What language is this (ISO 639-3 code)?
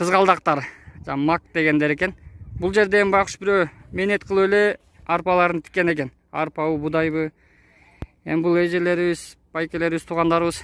kir